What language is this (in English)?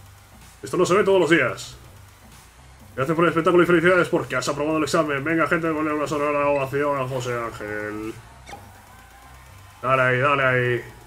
Spanish